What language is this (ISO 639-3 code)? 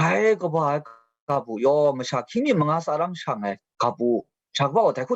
kac